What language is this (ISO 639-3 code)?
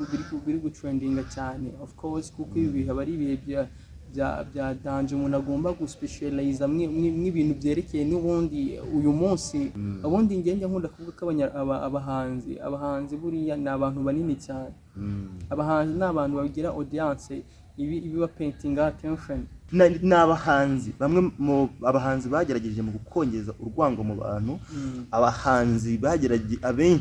kin